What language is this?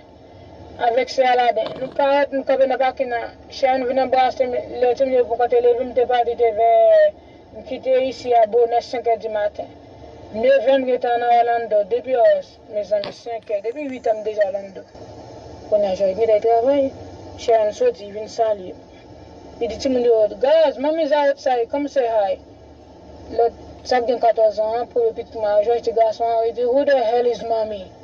Haitian Creole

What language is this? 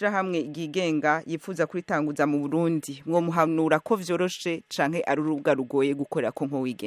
Rundi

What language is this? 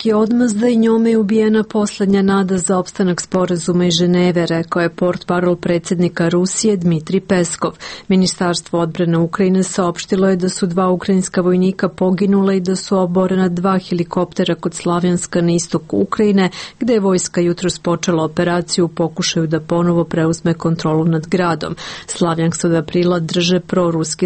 Serbian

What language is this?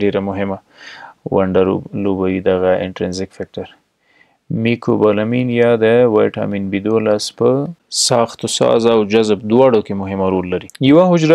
Pashto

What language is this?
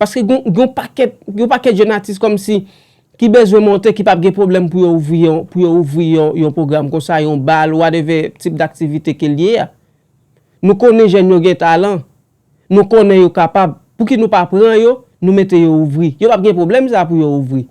Haitian Creole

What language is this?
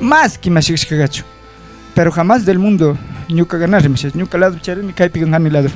Chimborazo Highland Quichua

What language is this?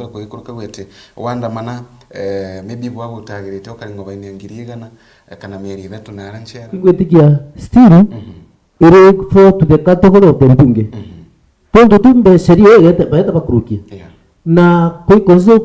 Meru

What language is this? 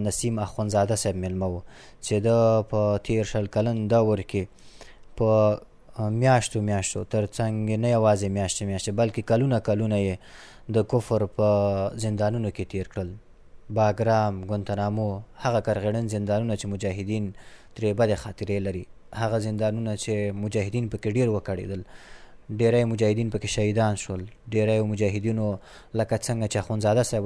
Pashto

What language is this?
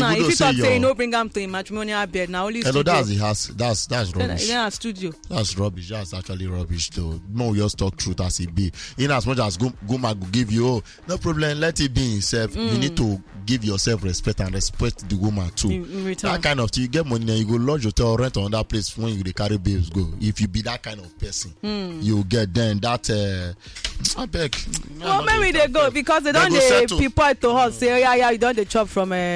Nigerian Pidgin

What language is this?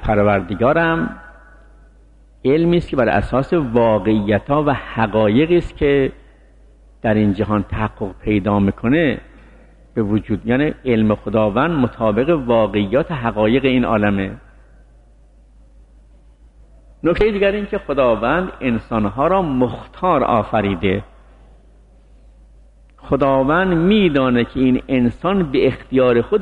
Persian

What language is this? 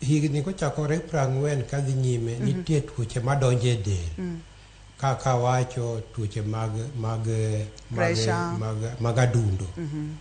Luo (Kenya and Tanzania)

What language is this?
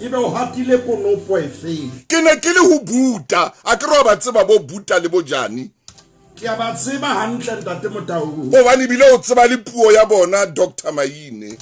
Southern Sotho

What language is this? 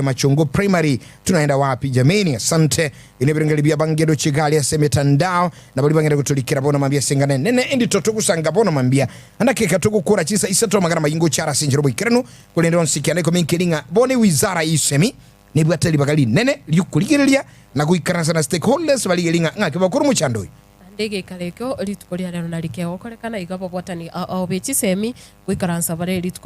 Gusii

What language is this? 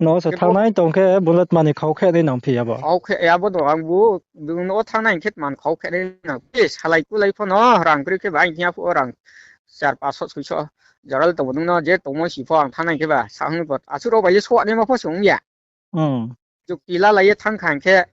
Riang (India)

